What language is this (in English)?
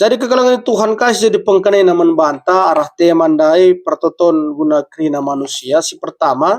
Batak Karo